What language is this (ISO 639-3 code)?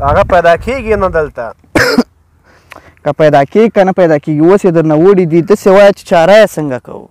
pus